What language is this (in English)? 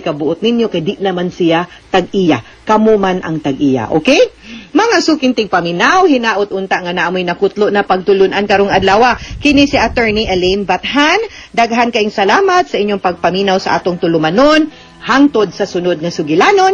Cebuano